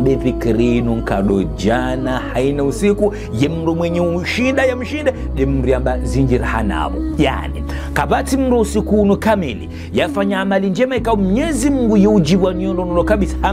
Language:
Ngazidja Comorian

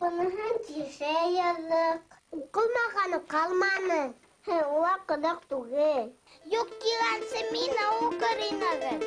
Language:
Bashkir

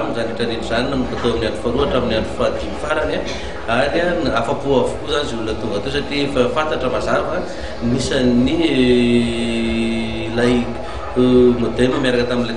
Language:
Malagasy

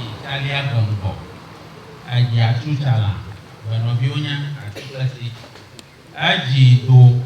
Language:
Ewe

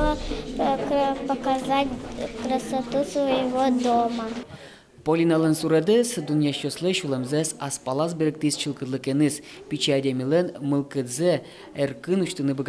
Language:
Udmurt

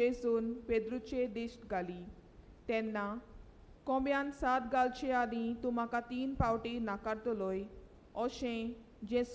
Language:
Konkani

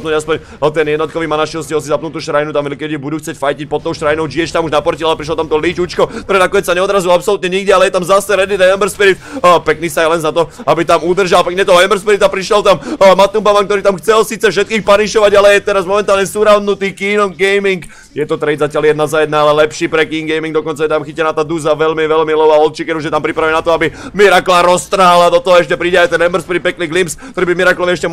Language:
Slovak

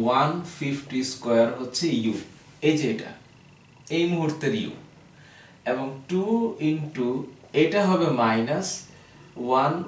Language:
Bangla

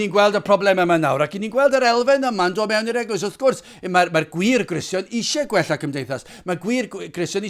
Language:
Welsh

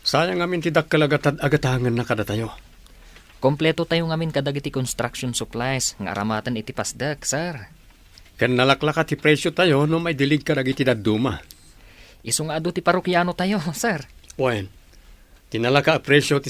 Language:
Iloko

